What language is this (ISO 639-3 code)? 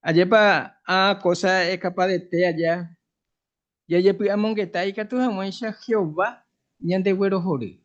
grn